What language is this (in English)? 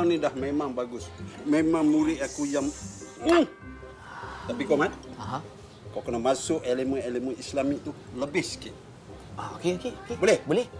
Malay